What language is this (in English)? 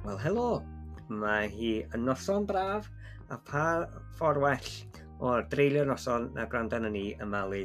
Welsh